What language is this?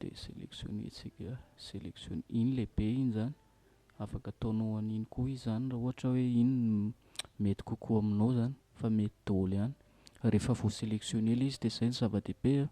Malagasy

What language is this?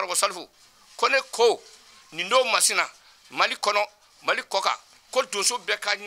Bambara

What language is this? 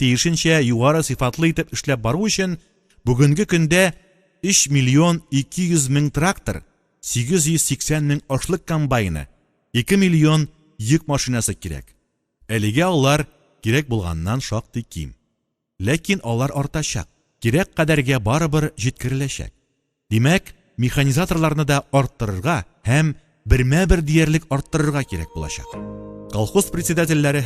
Tatar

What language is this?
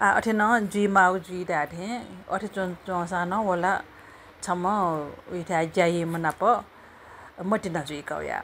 Newari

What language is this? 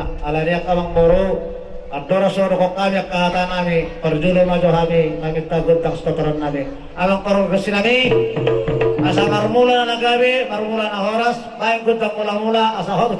Batak Toba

